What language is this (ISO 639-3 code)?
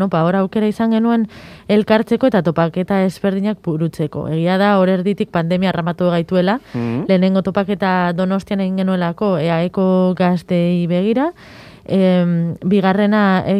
eus